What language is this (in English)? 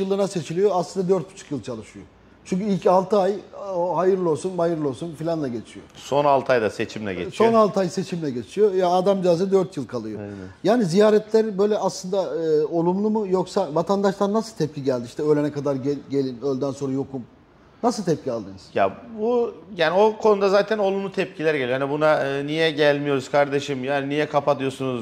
Turkish